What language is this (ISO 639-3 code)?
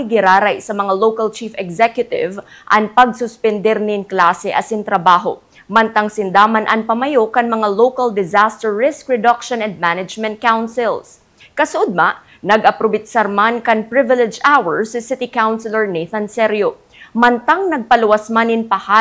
bik